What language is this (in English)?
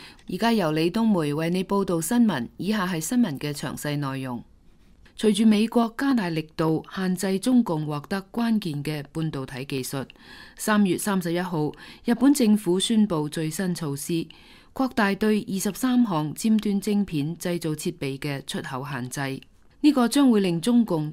Cantonese